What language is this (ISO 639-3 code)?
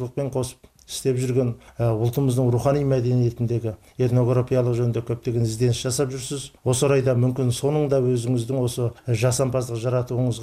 kaz